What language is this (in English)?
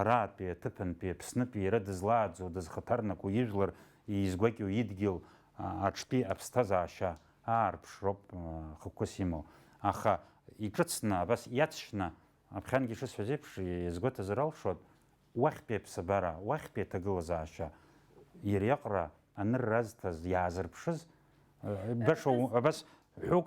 Abkhazian